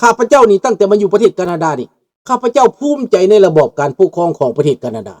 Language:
Lao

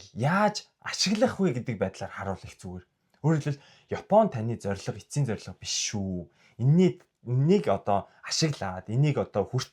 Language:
Mongolian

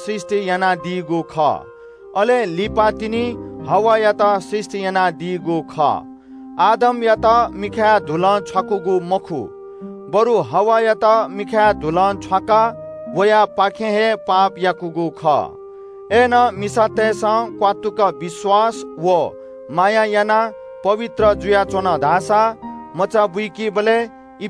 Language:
Newari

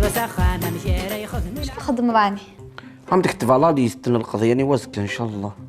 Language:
Kabyle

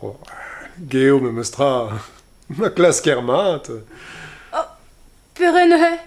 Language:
Breton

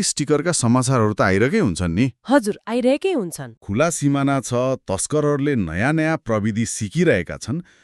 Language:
Nepali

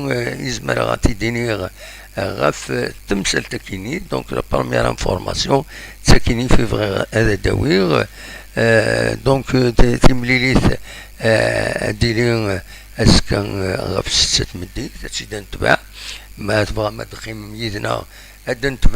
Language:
Kabyle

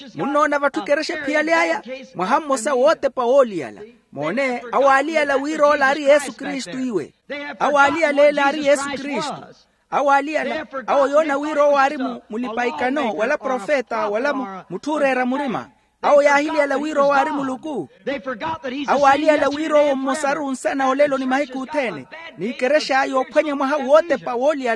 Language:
Makhuwa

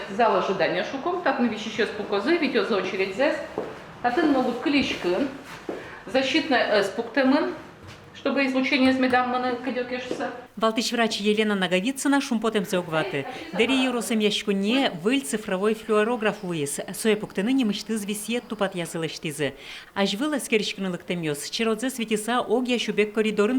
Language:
Udmurt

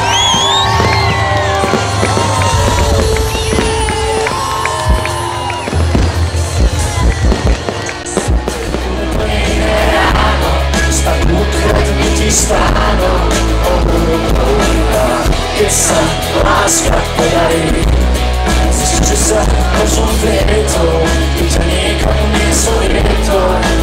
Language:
Slovak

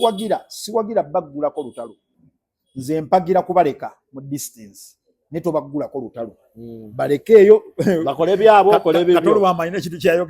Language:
Ganda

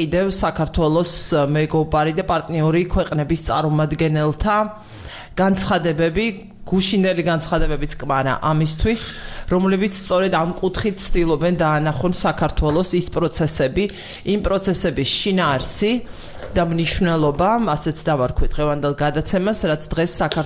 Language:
Georgian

